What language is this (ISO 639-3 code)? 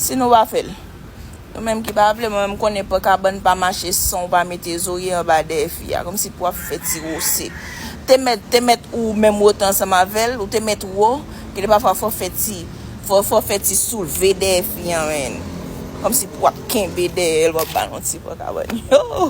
hat